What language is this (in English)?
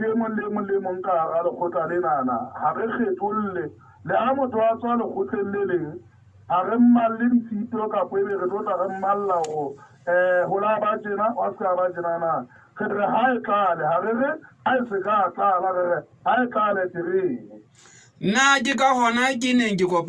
Southern Sotho